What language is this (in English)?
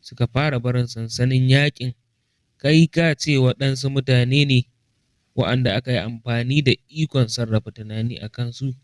Hausa